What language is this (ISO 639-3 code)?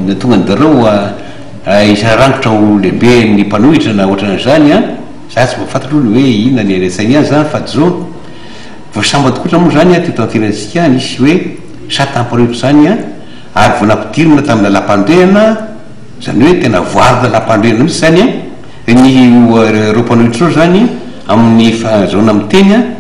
mlg